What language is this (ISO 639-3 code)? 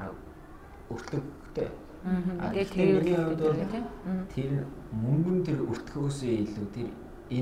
mon